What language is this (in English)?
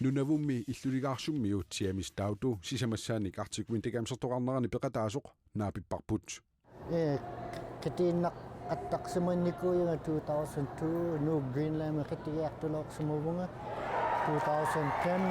Kalaallisut